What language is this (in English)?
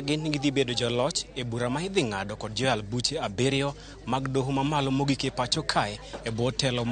Luo (Kenya and Tanzania)